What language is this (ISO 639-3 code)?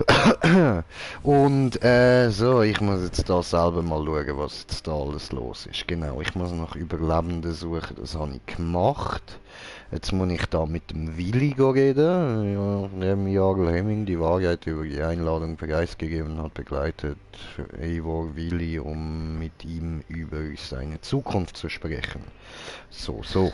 gsw